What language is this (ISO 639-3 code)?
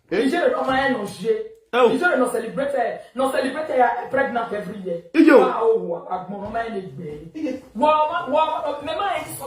pcm